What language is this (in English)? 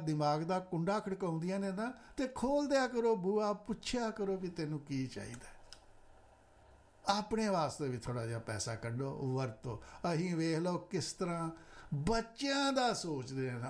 Punjabi